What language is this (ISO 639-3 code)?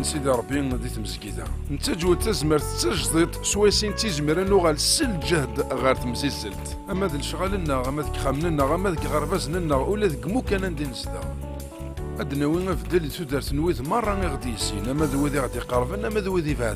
kab